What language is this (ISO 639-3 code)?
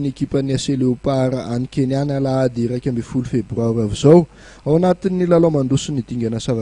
mlg